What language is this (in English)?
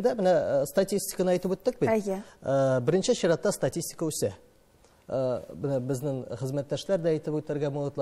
Tatar